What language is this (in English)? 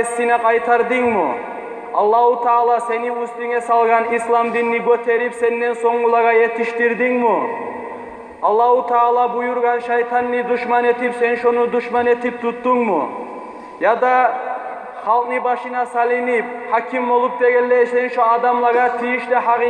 Kumyk